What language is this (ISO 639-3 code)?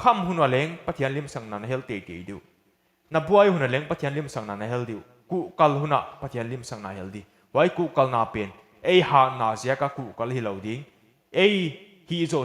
pck